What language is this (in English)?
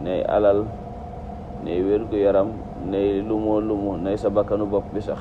Wolof